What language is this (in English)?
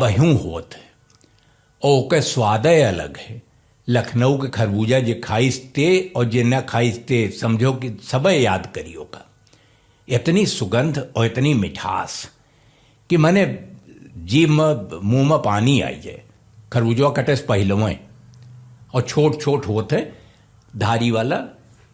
Awadhi